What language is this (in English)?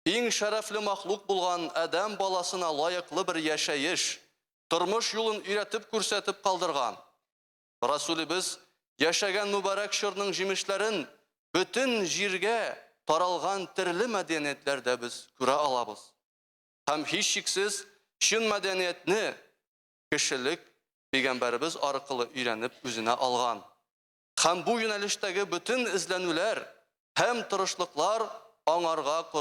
Tatar